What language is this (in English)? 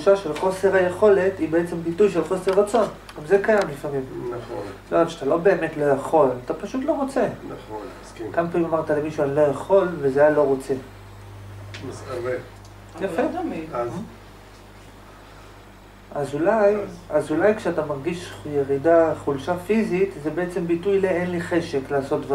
Hebrew